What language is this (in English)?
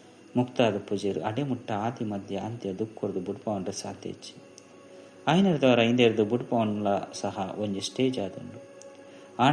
Tulu